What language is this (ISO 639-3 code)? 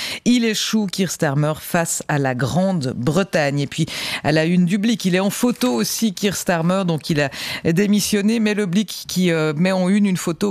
fra